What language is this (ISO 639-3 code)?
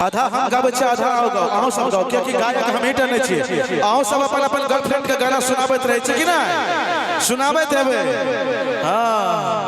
mai